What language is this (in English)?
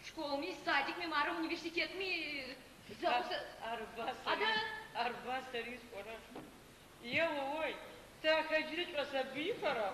Adyghe